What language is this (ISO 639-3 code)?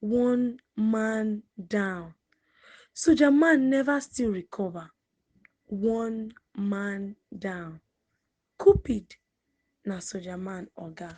pcm